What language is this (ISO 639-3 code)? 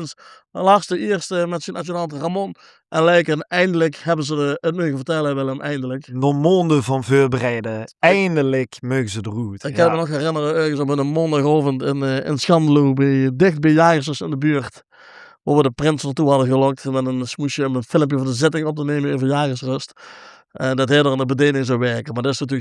lim